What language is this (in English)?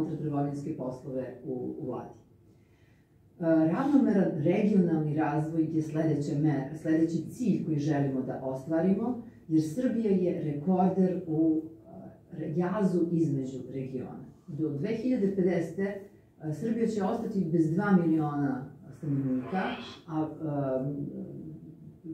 Serbian